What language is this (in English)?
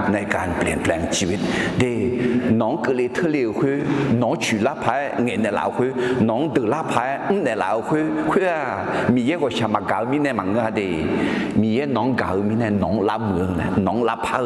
Akha